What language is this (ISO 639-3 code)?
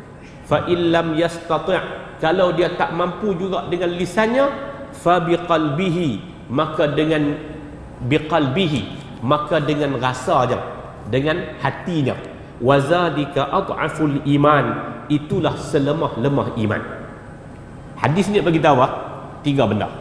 msa